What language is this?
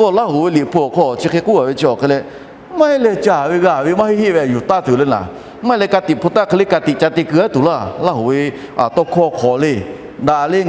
Lahu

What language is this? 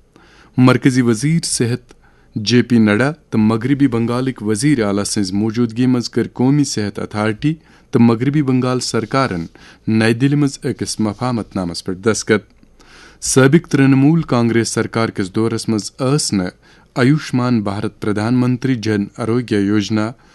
Kashmiri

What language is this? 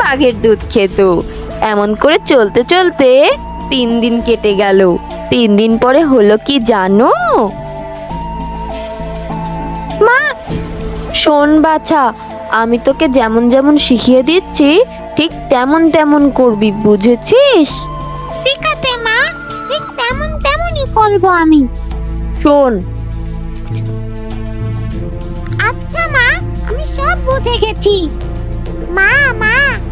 Bangla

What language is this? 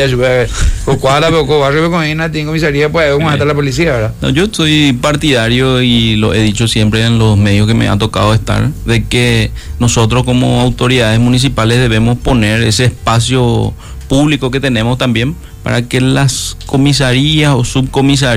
Spanish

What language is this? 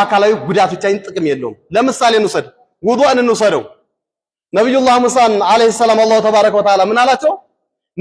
Amharic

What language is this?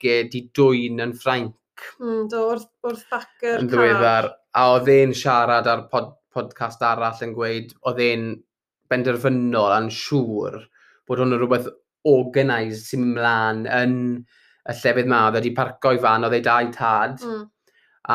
Welsh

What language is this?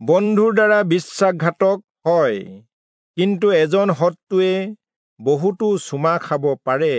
Assamese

